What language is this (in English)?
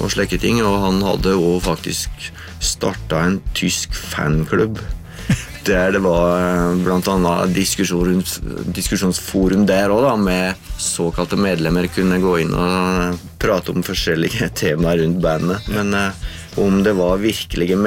Norwegian